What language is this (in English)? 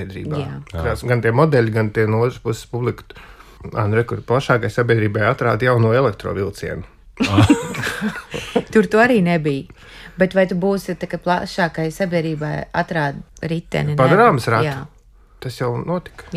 Latvian